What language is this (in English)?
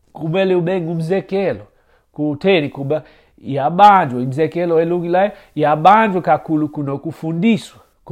Xhosa